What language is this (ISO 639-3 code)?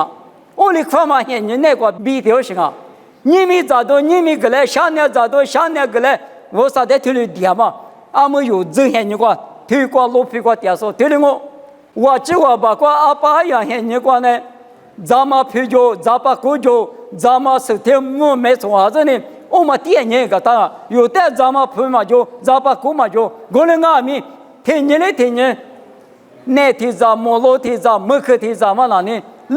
lis